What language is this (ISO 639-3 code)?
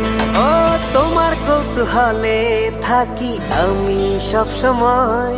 ben